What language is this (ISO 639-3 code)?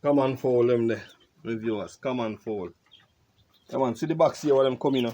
jam